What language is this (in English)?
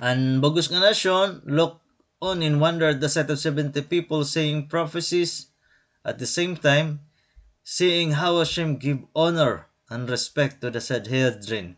Waray